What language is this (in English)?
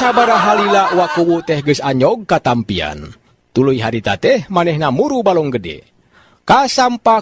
Sundanese